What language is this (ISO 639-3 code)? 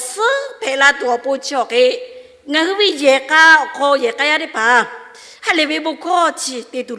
lhu